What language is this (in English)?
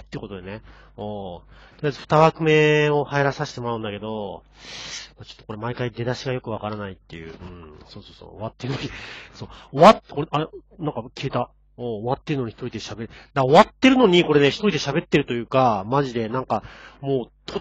Japanese